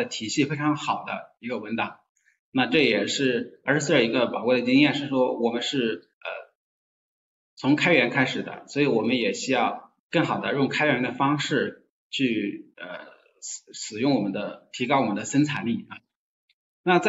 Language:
Chinese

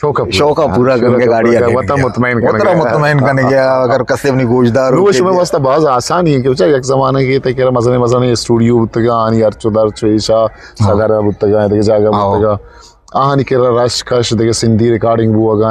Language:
Eastern Balochi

